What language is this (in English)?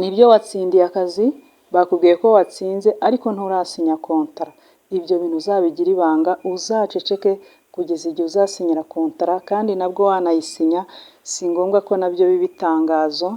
Kinyarwanda